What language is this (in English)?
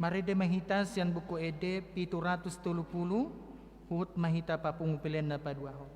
Batak Toba